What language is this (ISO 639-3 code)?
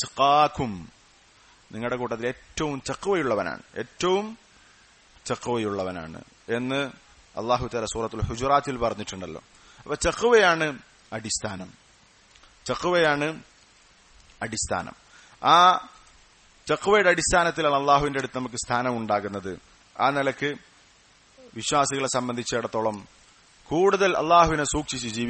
mal